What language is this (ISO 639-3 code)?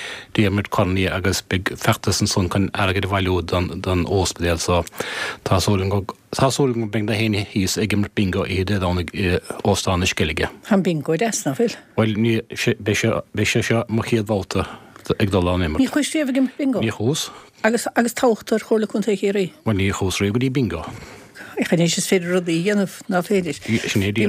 gle